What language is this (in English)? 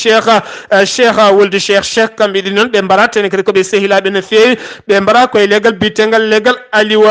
Fula